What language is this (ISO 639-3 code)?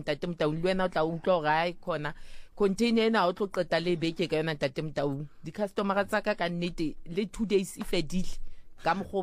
sot